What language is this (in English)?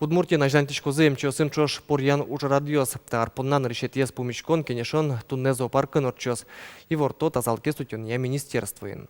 Udmurt